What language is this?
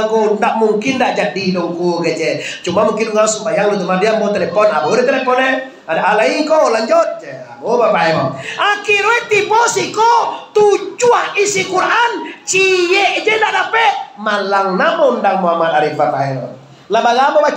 Minangkabau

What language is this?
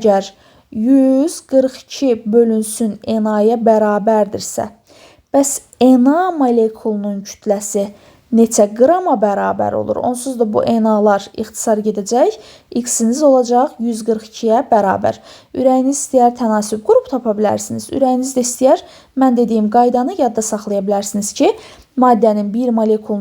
Azerbaijani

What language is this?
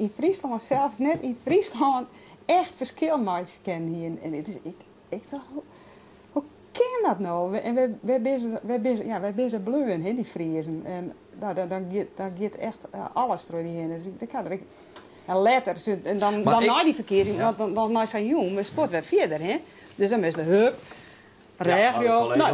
Western Frisian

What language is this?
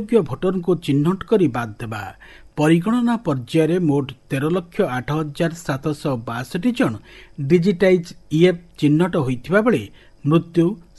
Odia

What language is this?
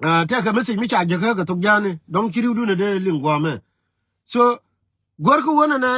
Nuer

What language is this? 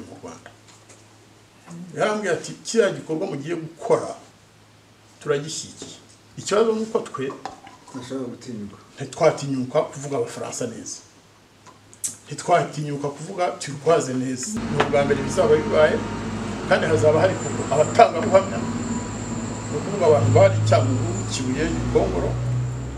Kinyarwanda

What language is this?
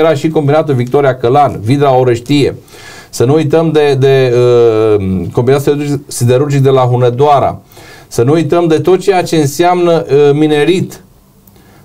Romanian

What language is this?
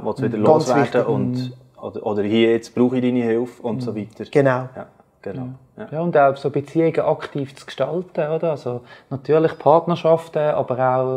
Swiss German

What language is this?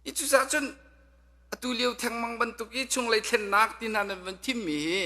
Hakha Chin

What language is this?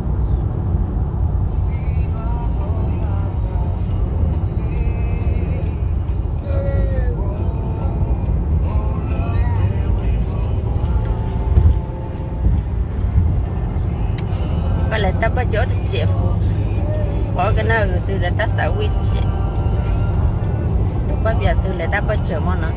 S'gaw Karen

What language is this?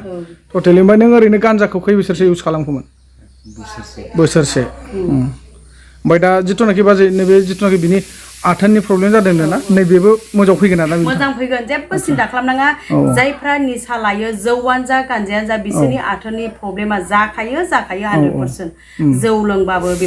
Bodo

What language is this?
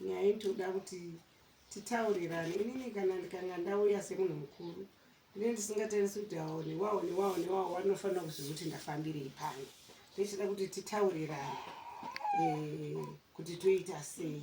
Shona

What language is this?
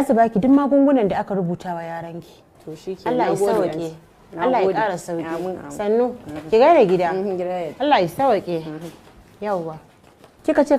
Hausa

